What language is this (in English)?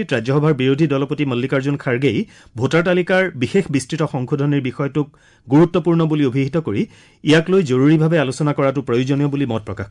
Assamese